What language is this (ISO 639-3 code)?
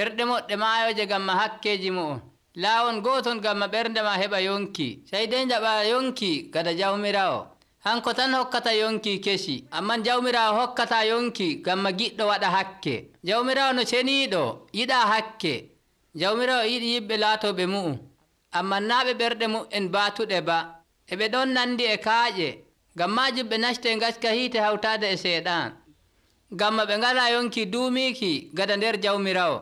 fuv